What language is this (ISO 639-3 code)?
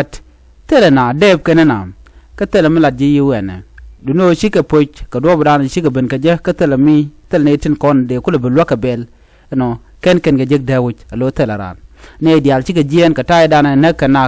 nus